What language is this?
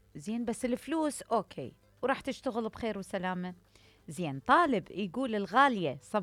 Mesopotamian Arabic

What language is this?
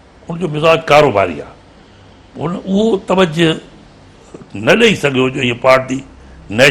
Sindhi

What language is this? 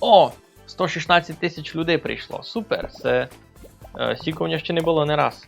Rusyn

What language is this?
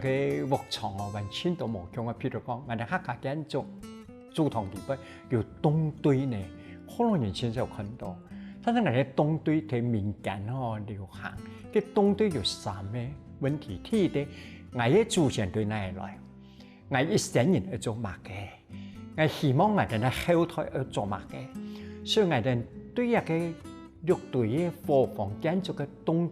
Hakka Chinese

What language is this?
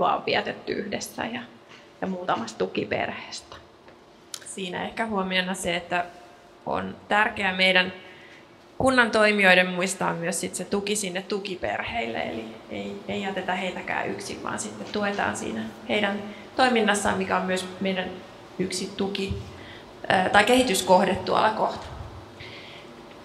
Finnish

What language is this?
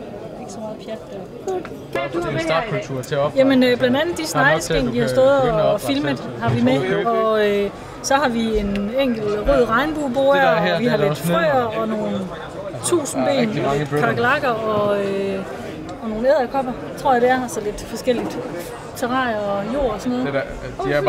Danish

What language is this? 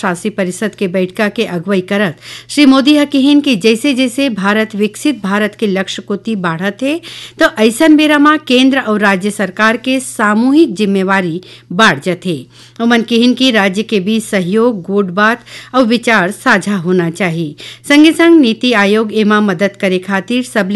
Chhattisgarhi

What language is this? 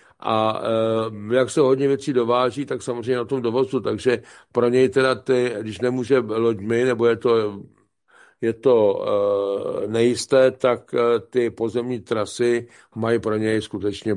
Czech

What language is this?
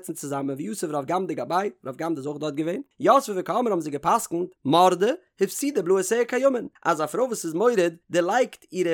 Yiddish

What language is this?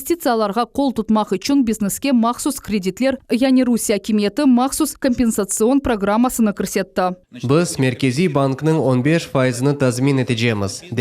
Crimean Tatar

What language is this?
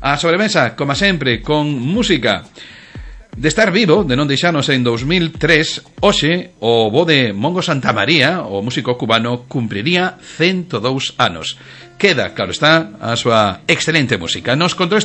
Galician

